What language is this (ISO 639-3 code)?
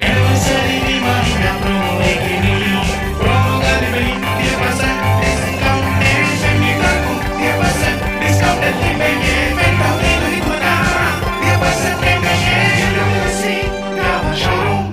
div